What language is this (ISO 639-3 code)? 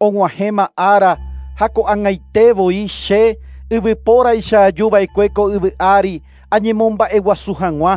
grn